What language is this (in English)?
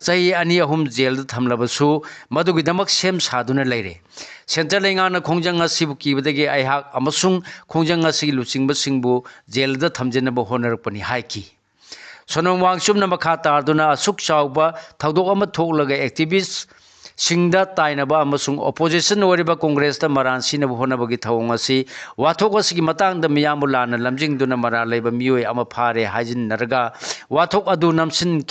Manipuri